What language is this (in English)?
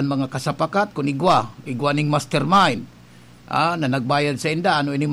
Bikol